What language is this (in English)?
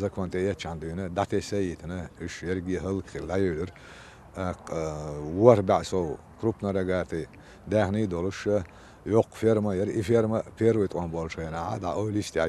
Chechen